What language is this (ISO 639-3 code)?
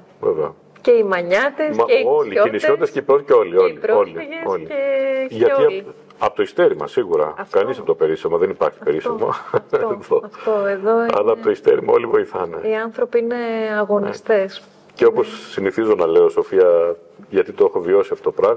ell